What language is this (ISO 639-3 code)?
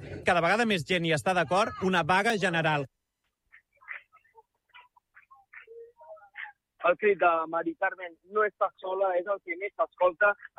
cat